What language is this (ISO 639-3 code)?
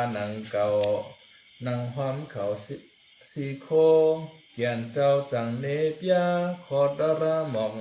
shn